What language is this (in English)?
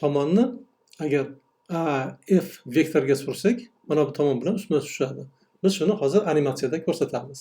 Uzbek